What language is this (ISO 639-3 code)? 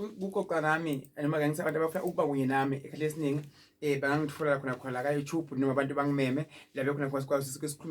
zul